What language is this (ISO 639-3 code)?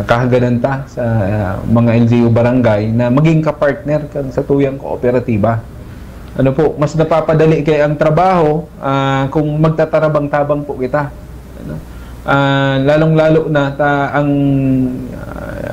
bik